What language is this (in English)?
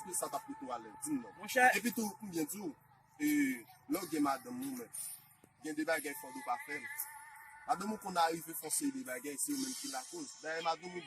Haitian Creole